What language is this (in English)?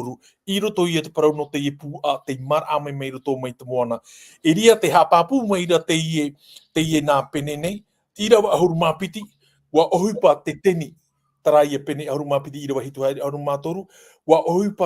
Tahitian